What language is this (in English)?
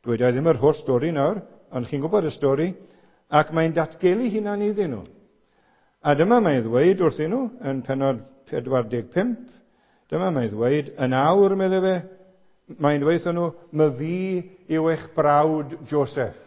Welsh